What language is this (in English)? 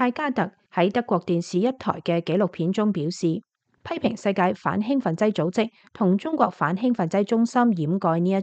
Cantonese